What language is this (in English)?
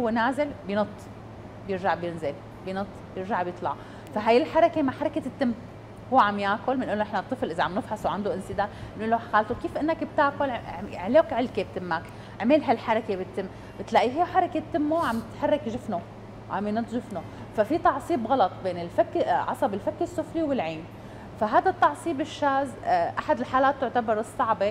North Levantine Arabic